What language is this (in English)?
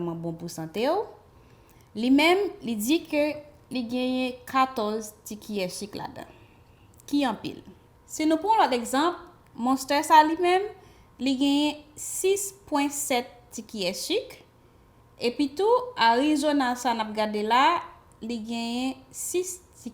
Haitian Creole